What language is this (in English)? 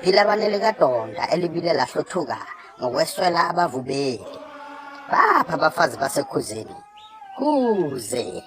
Zulu